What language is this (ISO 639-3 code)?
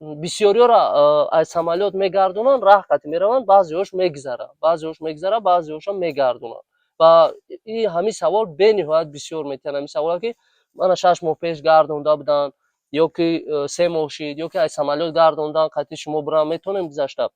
tgk